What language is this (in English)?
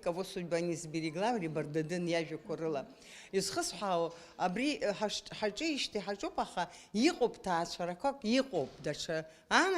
Abkhazian